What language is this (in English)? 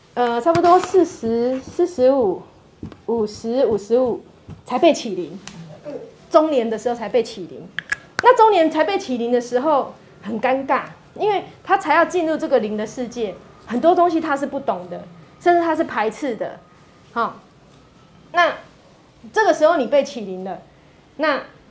Chinese